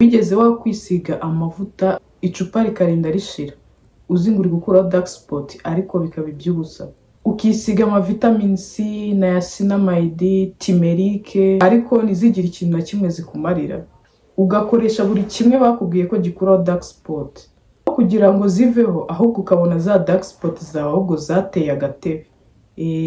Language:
Kinyarwanda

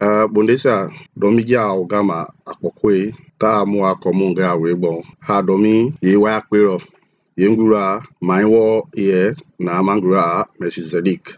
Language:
Mende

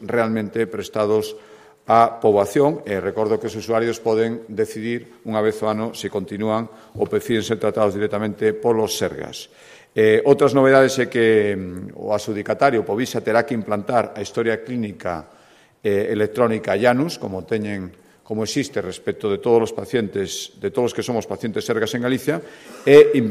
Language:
Galician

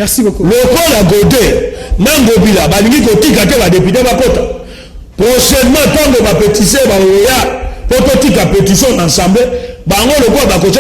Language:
Lingala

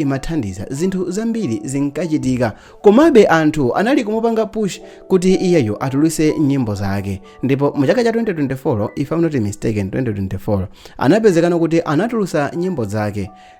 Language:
Nyanja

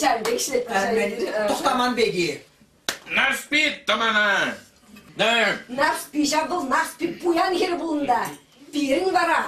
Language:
Chuvash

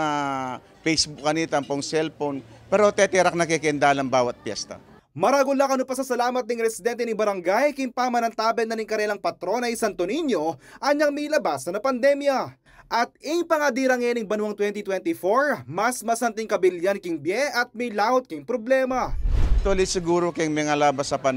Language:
Pampanga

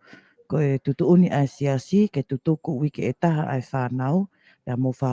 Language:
Tongan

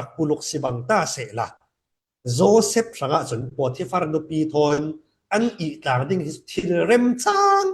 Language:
Falam Chin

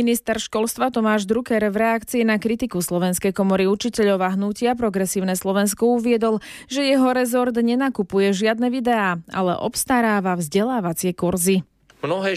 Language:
Slovak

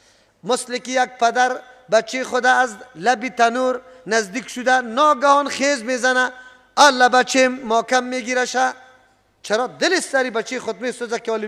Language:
Persian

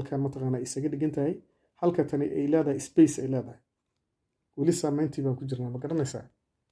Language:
Somali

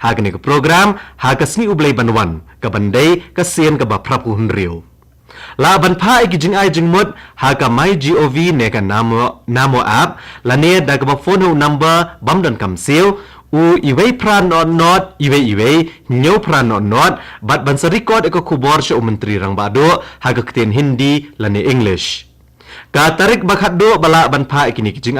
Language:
Khasi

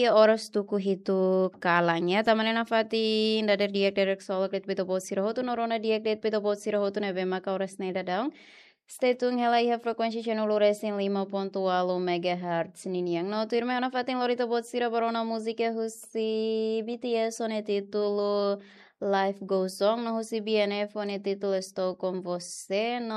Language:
Tetum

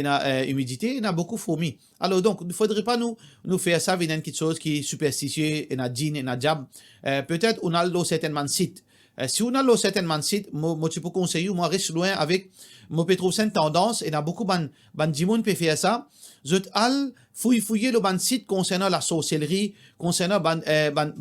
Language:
Morisyen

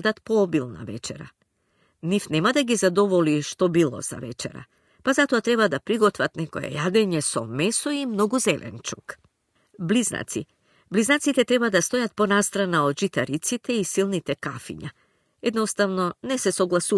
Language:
Macedonian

